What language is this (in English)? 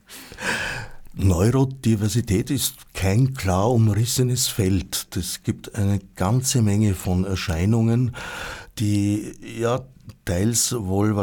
German